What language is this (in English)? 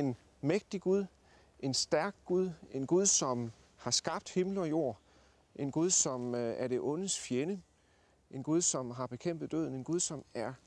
Danish